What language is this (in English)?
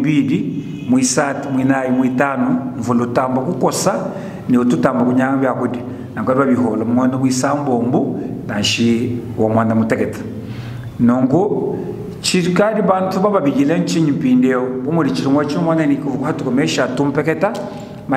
Luba-Lulua